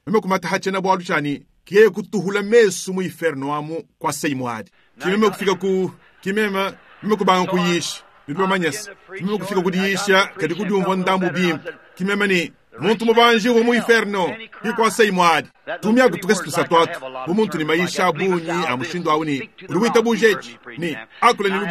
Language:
Luba-Lulua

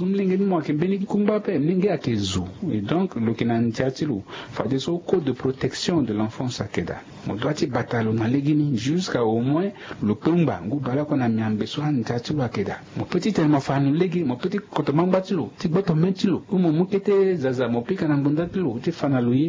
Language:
Sango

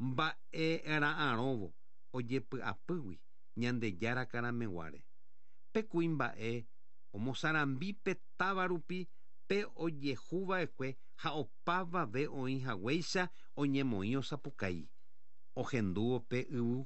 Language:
Guarani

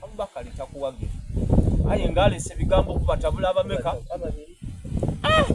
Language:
Soga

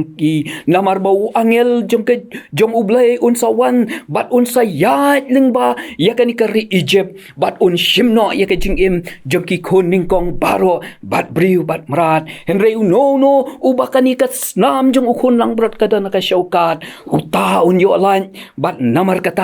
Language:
Khasi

